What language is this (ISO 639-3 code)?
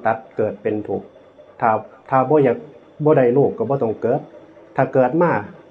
tts